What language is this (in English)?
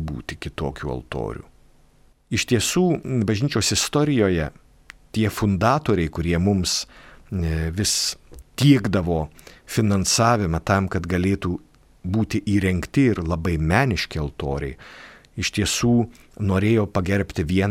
Lithuanian